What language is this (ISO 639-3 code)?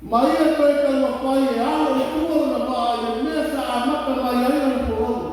smo